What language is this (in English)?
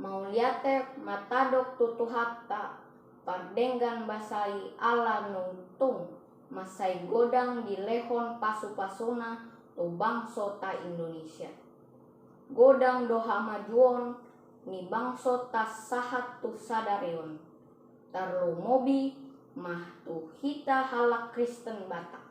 Batak Toba